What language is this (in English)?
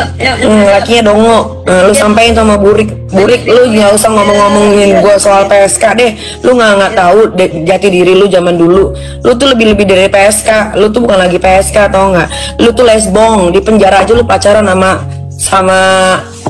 Betawi